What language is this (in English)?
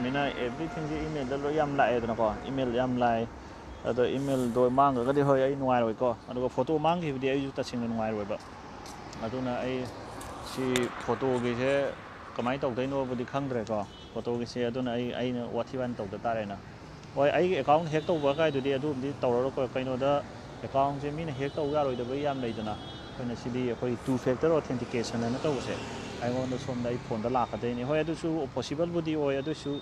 Manipuri